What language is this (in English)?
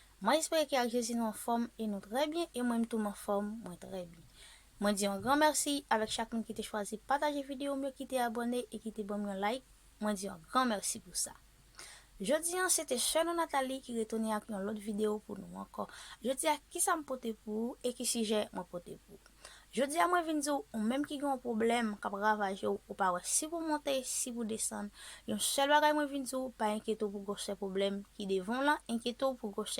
Haitian Creole